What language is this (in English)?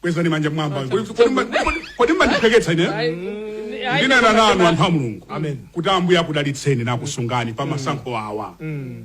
Nyanja